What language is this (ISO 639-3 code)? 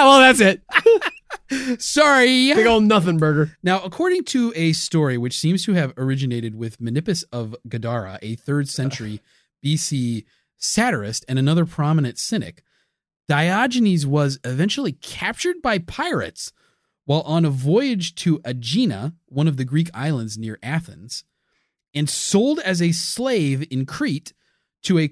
eng